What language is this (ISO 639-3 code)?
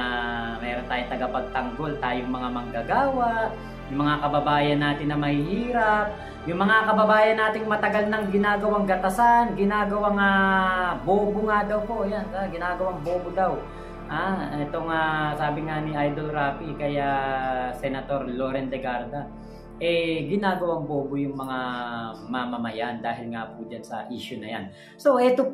fil